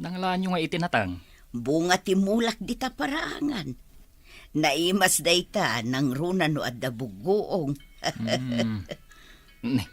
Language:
Iloko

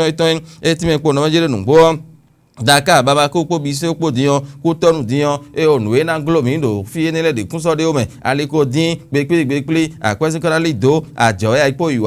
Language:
Fon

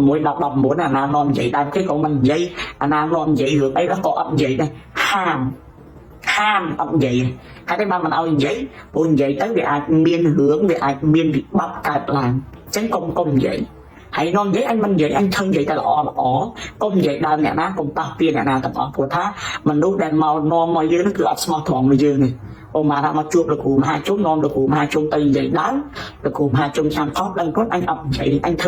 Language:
Khmer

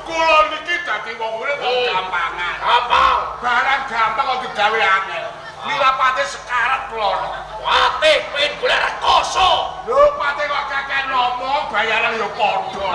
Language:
Javanese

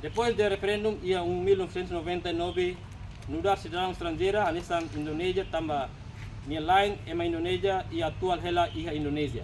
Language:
Tetum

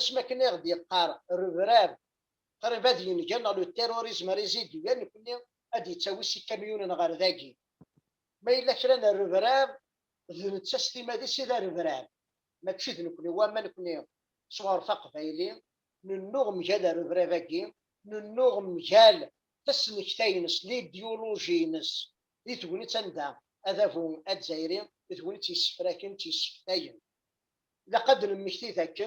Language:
Kabyle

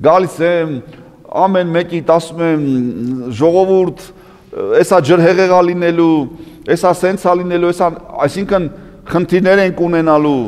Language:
Armenian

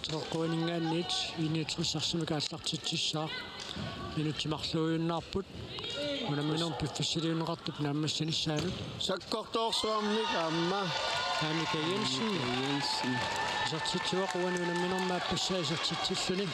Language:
Kalaallisut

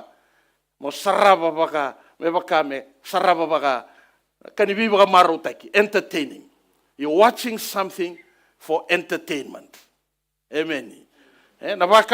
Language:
Fijian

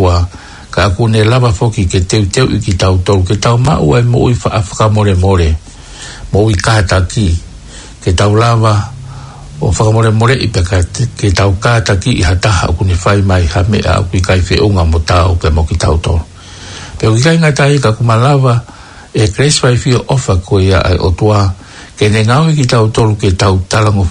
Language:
Tongan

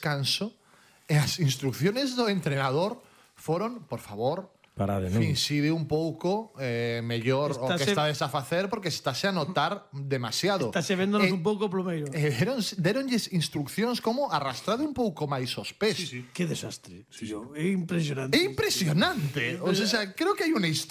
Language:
Galician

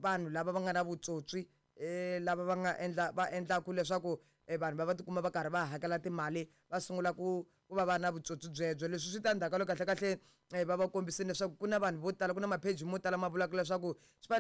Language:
Tsonga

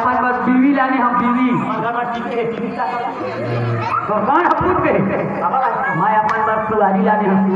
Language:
Chhattisgarhi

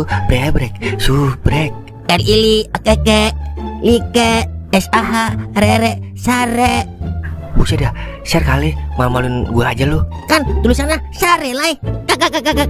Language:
Betawi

